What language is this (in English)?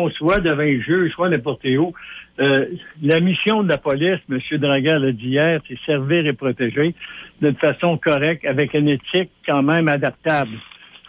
French